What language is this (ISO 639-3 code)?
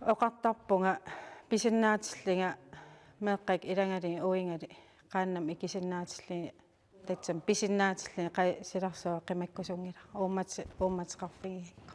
kal